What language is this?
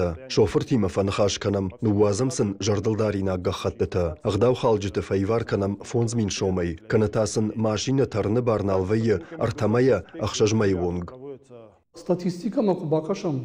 Ossetic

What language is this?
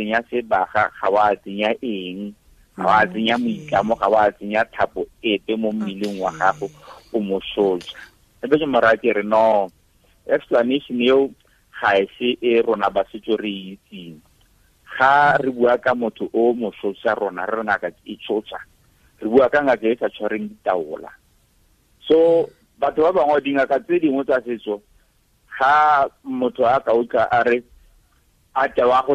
Tswana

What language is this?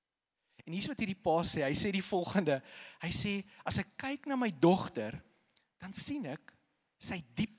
Afrikaans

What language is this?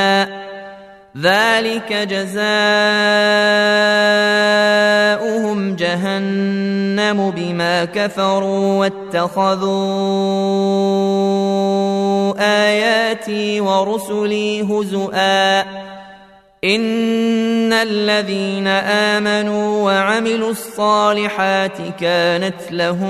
Arabic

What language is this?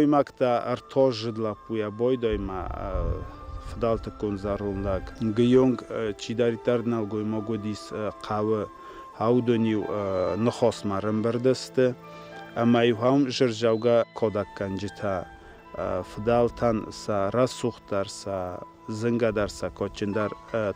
Ossetic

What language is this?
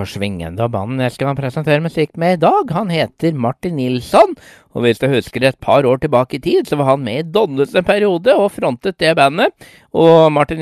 Norwegian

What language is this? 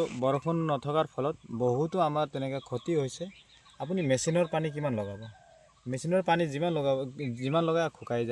Assamese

